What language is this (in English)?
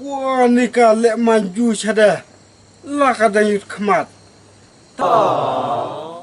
Khasi